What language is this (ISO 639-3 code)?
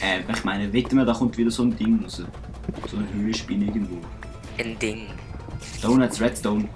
gsw